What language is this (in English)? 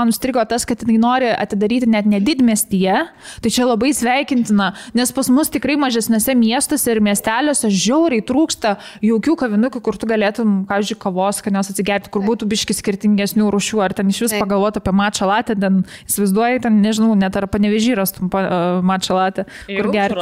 Lithuanian